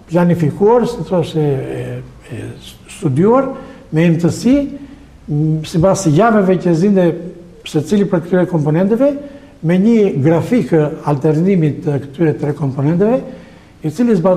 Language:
Albanian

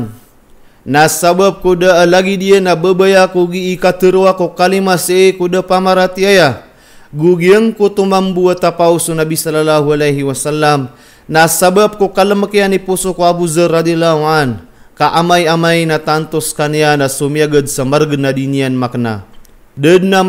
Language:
Maranao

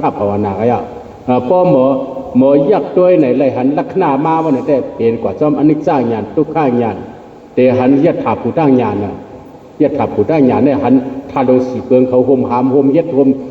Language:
Shan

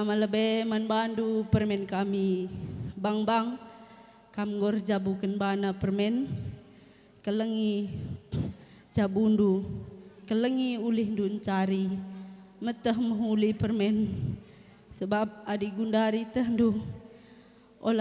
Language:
Batak Karo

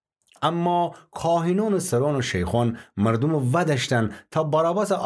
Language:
Gilaki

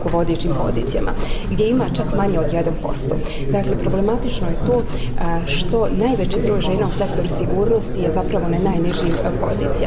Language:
Bosnian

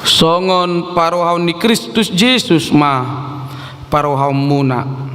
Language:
Batak Toba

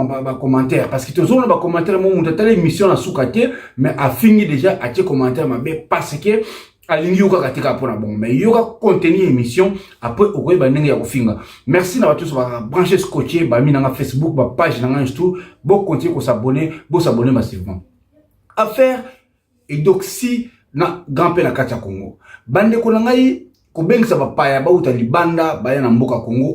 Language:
Lingala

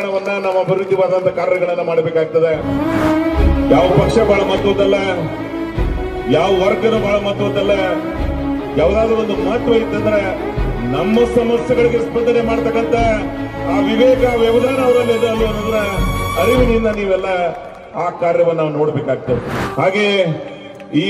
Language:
Kannada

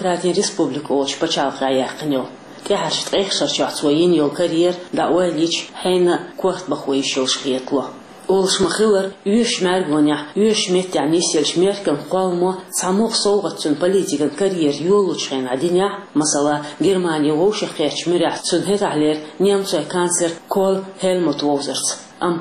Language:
Chechen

